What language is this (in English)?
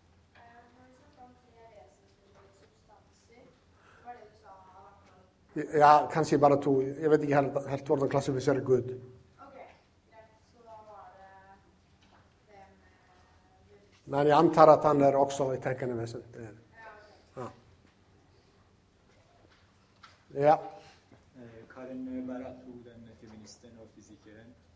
Norwegian